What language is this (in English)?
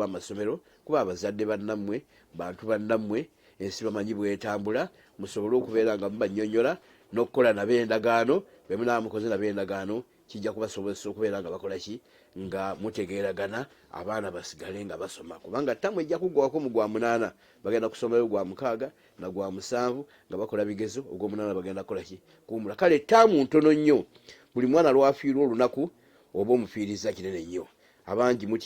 Ganda